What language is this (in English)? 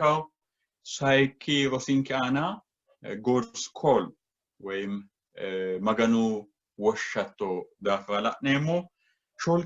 Sidamo